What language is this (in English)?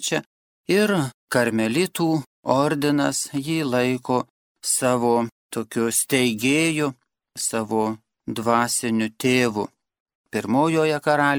Lithuanian